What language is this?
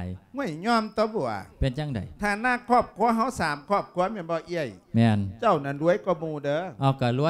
Lao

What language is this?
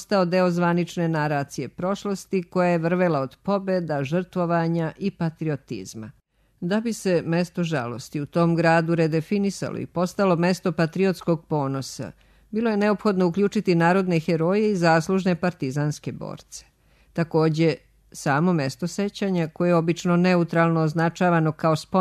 Serbian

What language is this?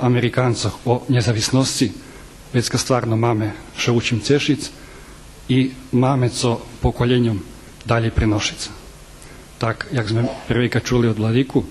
Rusyn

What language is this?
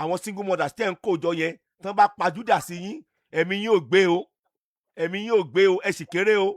Yoruba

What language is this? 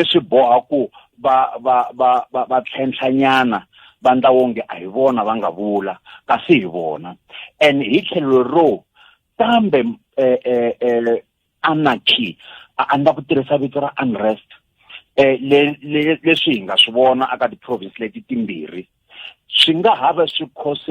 Tsonga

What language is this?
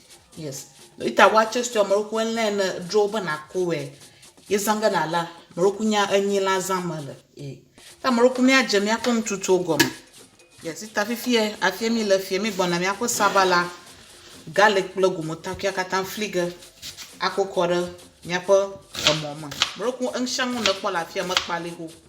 Ewe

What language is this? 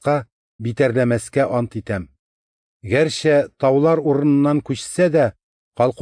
Tatar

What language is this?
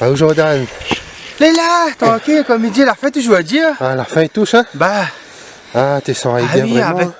Réunion Creole French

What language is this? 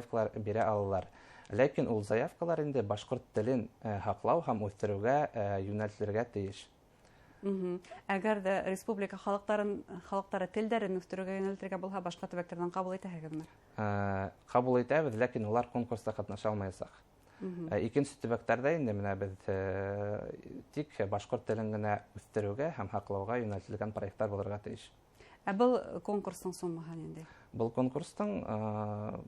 Bashkir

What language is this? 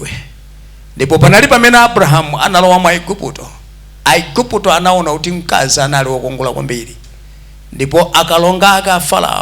Nyanja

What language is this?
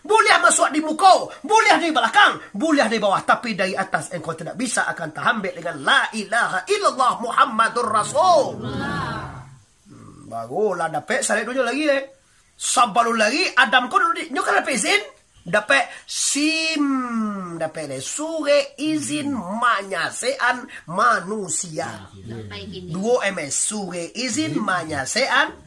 Minangkabau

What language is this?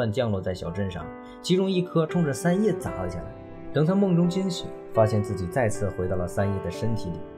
Chinese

